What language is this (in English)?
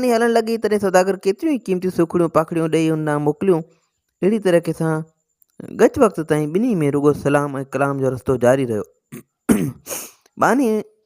Sindhi